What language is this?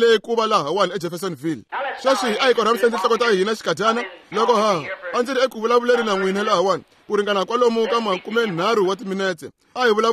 Tsonga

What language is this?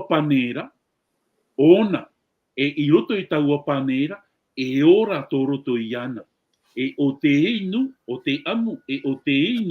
Tahitian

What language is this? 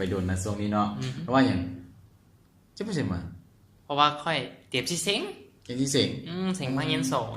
Lao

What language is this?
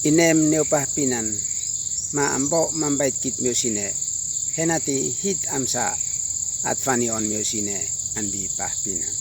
Uab Meto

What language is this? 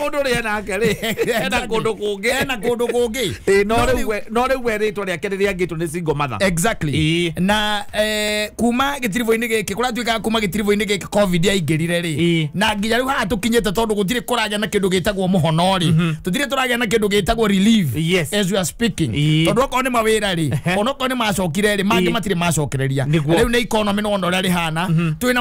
Kikuyu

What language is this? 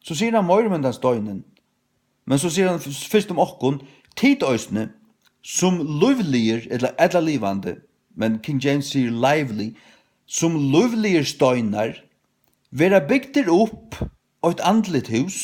Faroese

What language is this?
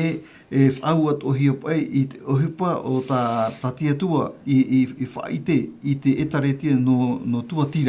Tahitian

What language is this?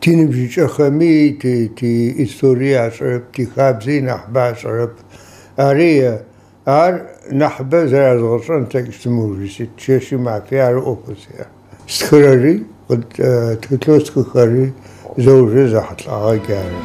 Adyghe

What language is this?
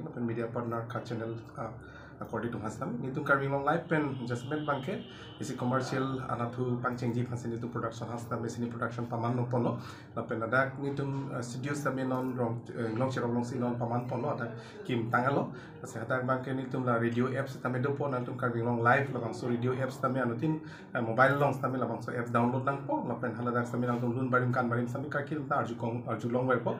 Karbi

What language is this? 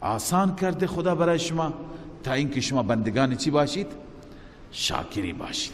Persian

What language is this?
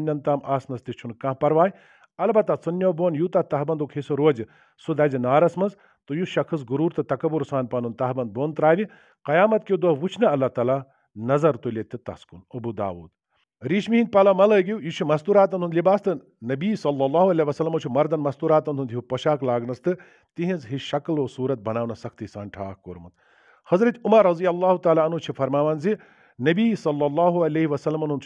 Kashmiri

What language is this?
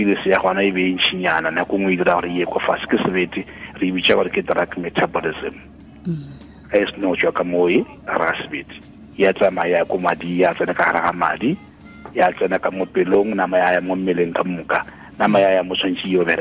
Tswana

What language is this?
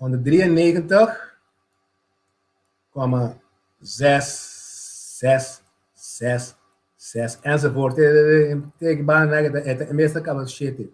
Papiamento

